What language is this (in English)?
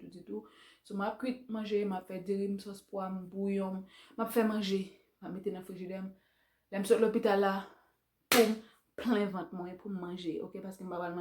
Haitian Creole